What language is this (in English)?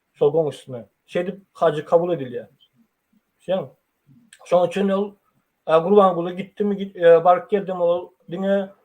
Turkmen